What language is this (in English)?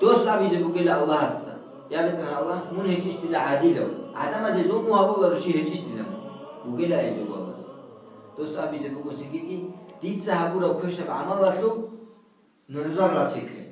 Avaric